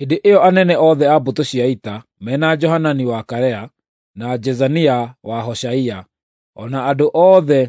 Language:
Kikuyu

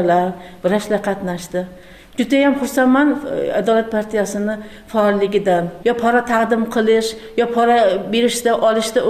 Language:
Uzbek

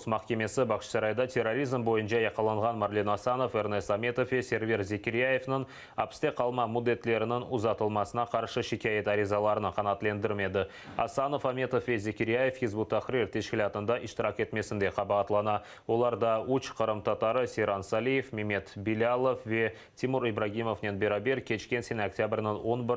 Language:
Crimean Tatar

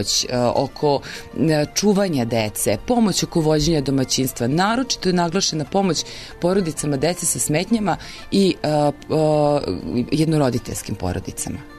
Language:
Serbian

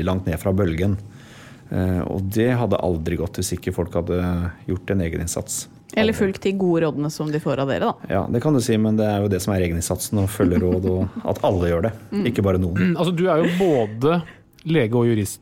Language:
Norwegian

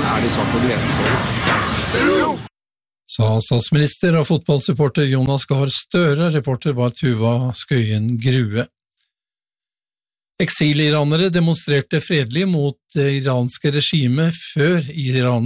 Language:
Norwegian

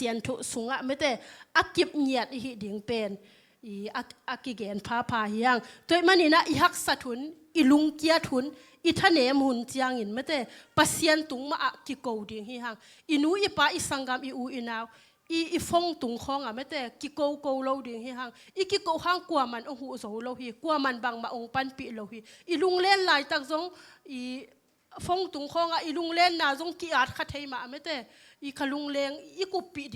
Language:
Tedim Chin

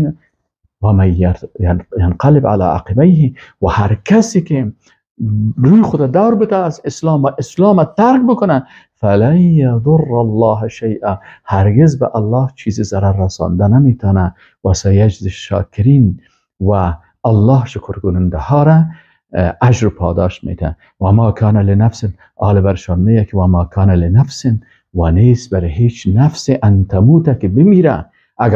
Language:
Persian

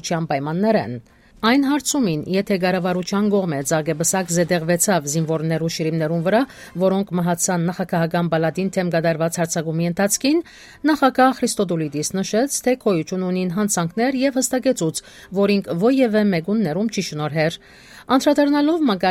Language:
Armenian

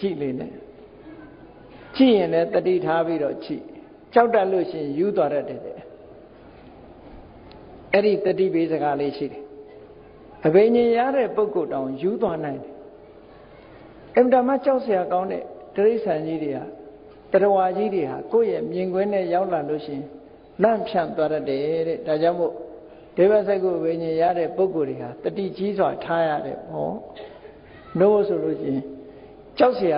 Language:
Burmese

